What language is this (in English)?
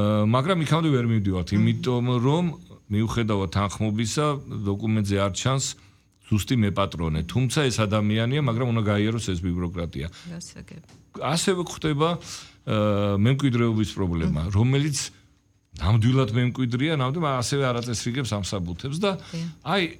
Georgian